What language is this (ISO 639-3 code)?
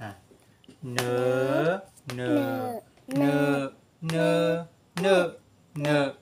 shn